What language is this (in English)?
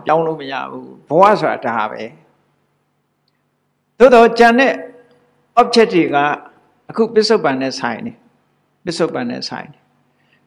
Burmese